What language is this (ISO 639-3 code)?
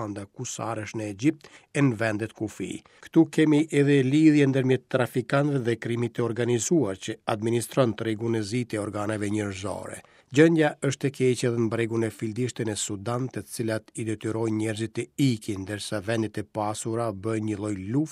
sqi